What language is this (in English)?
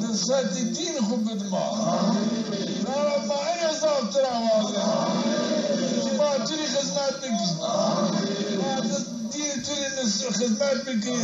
Zaza